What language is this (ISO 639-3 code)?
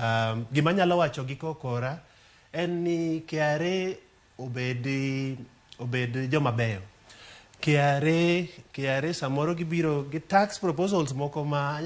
luo